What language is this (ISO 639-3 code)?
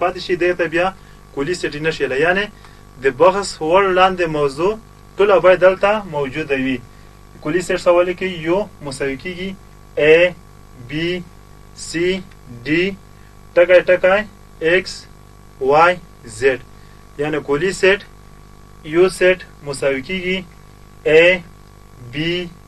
pus